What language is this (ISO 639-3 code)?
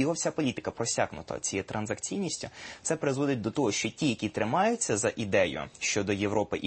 ukr